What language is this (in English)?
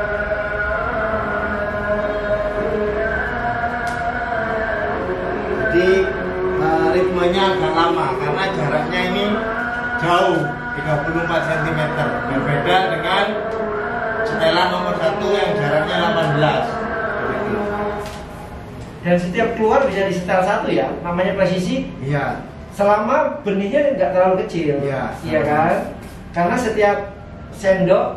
Indonesian